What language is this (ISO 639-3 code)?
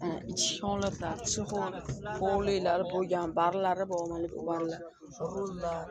uzb